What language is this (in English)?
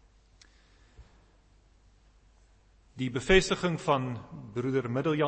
Afrikaans